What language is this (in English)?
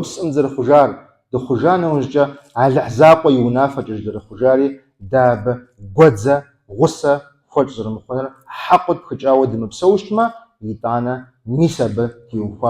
Kabardian